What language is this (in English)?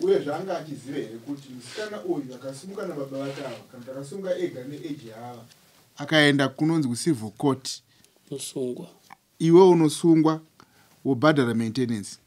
Shona